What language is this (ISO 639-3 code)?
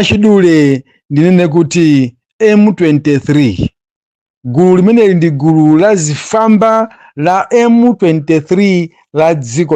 nya